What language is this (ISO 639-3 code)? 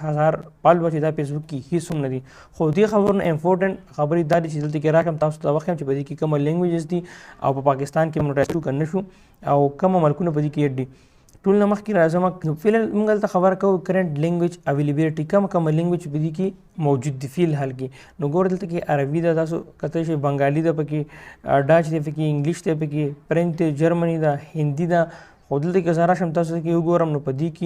pus